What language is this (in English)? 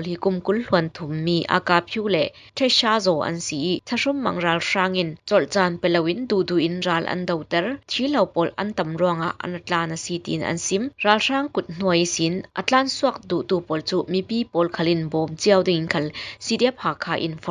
Falam Chin